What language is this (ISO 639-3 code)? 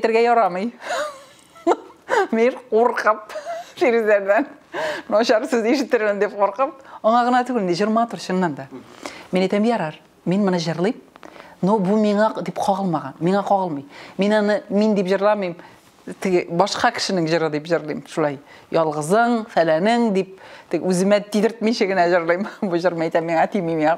tat